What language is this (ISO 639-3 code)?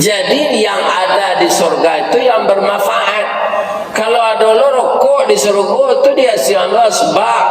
min